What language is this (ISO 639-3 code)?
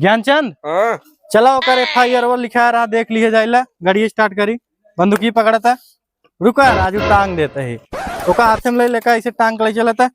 awa